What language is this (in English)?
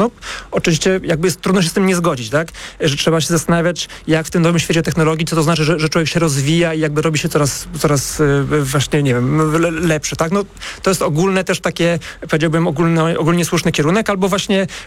Polish